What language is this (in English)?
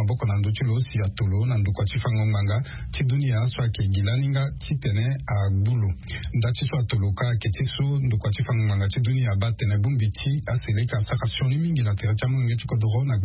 Sango